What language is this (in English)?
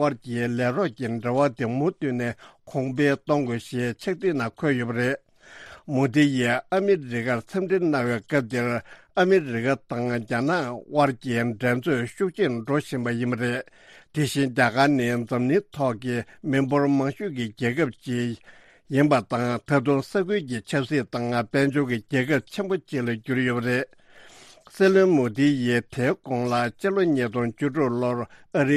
Tibetan